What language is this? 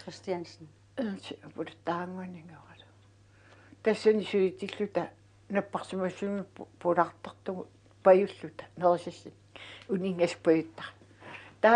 Kalaallisut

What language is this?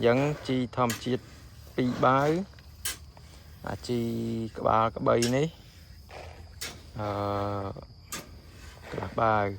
Khmer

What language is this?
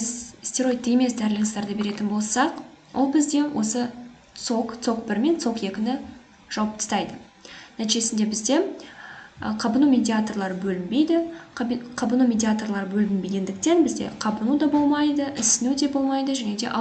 Kazakh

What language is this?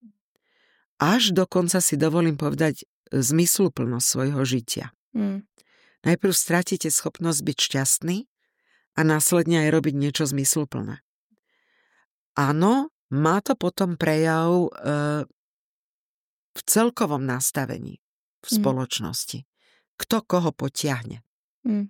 Slovak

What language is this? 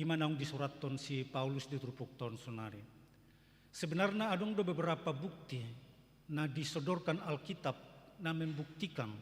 Batak Toba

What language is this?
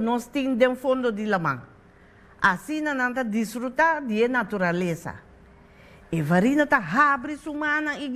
Papiamento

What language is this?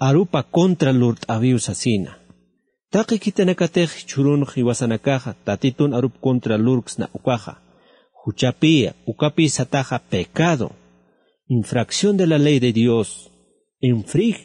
Aymara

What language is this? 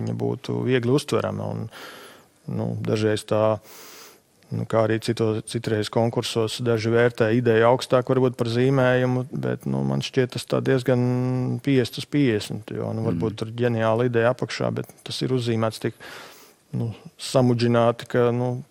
Latvian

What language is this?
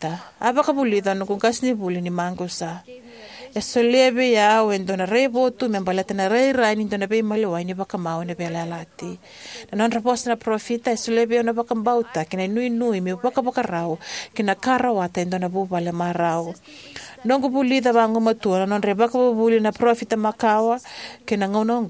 Fijian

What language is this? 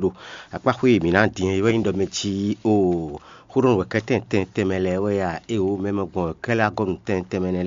Fon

